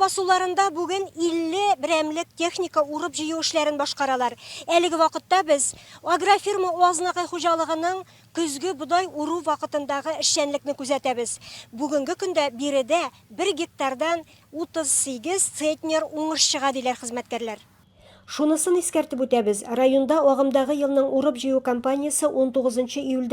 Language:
Tatar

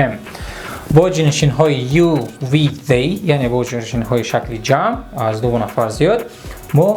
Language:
Tajik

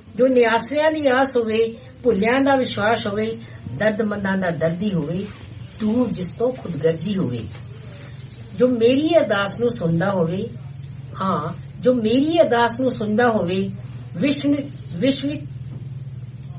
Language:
Punjabi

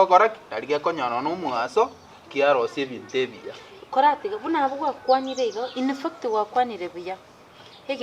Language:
Gusii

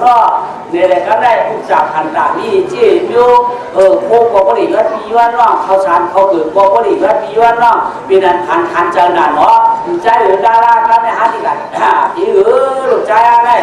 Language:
Shan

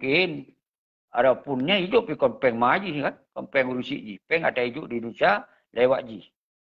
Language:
Achinese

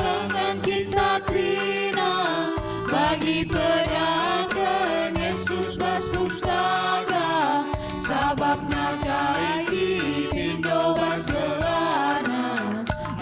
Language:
Batak Karo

